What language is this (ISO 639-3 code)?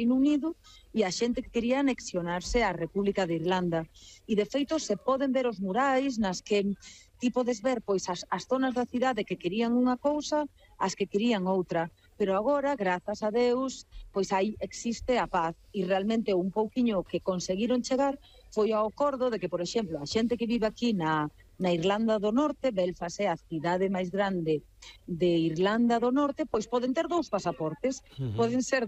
glg